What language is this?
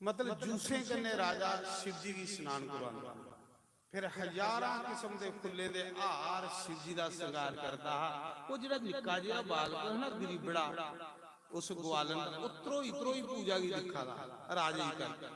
Dogri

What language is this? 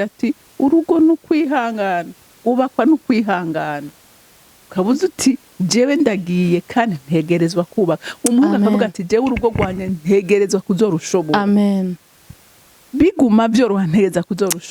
Rundi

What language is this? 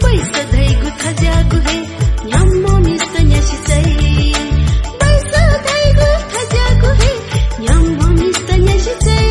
Newari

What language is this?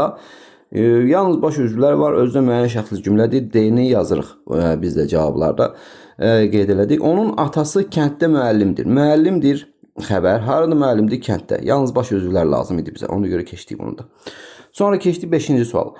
Azerbaijani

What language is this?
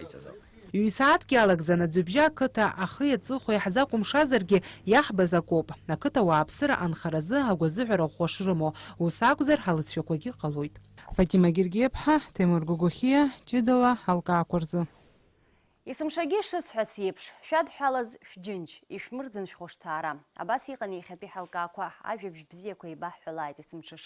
Abkhazian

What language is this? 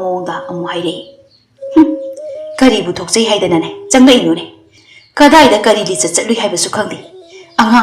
Manipuri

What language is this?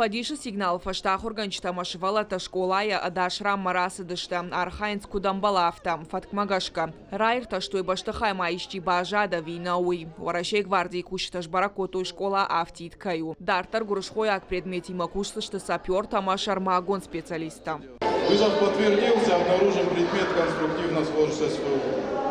Ossetic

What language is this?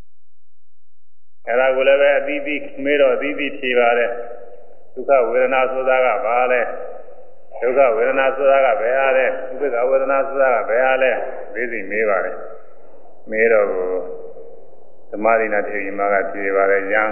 Burmese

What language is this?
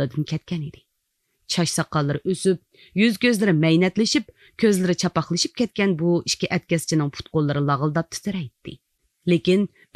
Uyghur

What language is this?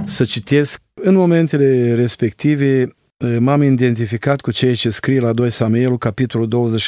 Romanian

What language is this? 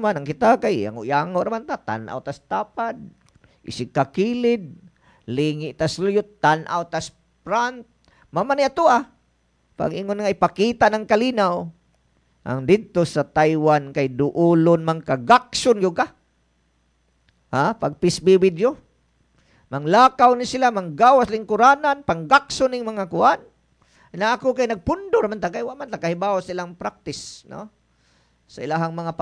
Cebuano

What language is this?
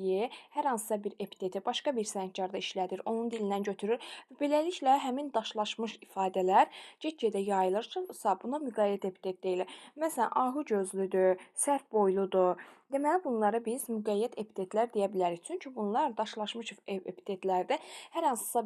Azerbaijani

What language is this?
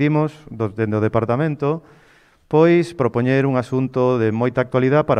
Galician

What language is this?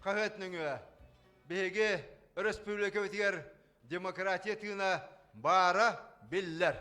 Yakut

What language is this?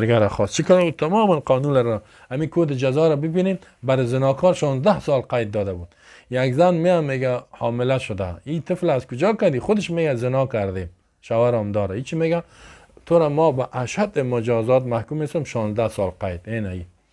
Persian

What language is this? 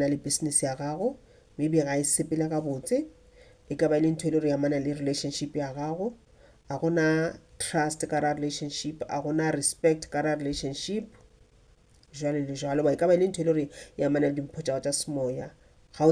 Northern Sotho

